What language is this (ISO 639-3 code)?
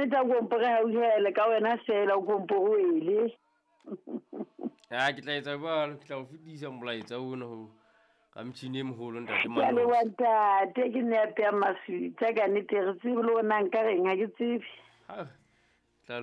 sot